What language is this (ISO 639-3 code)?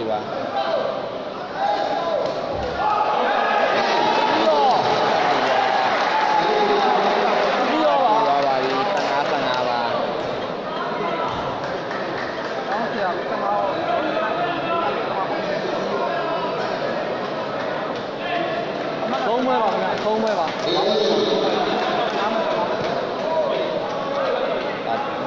mya